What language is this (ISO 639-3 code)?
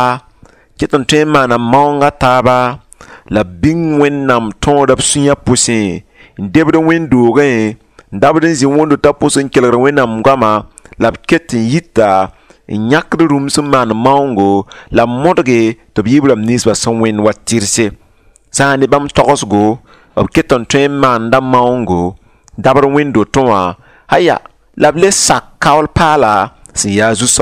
mos